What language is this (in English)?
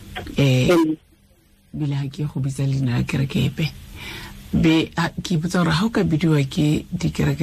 Tswana